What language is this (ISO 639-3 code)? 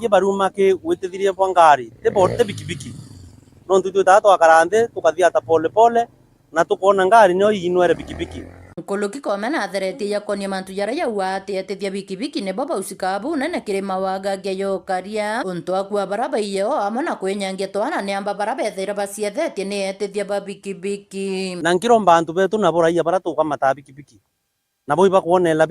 mer